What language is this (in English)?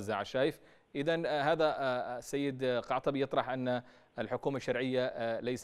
Arabic